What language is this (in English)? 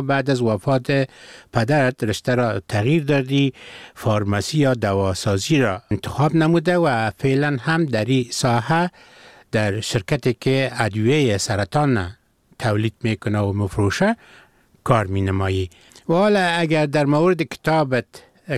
Persian